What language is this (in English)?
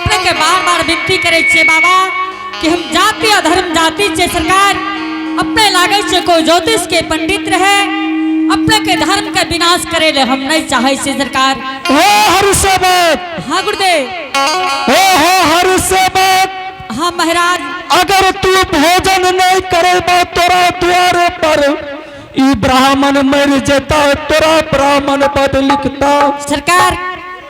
Angika